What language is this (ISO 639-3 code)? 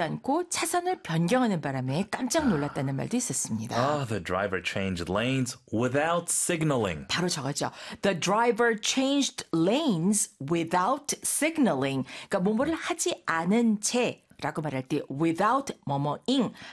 kor